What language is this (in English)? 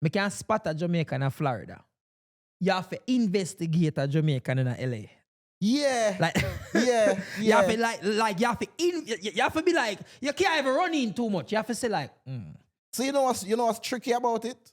Jamaican Creole English